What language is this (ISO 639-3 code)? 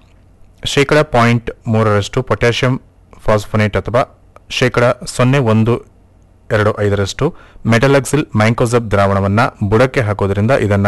kan